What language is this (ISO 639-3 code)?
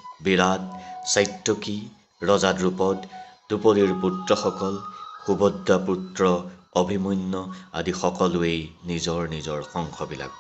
asm